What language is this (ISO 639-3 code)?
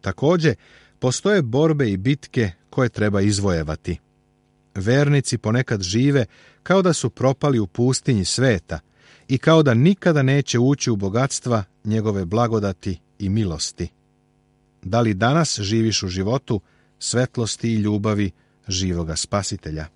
srp